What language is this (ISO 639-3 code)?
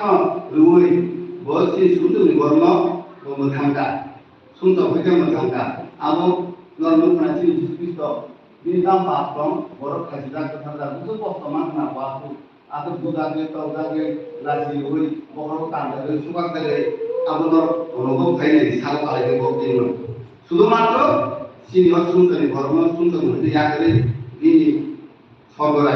trp